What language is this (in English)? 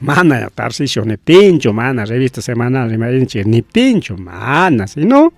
Ayacucho Quechua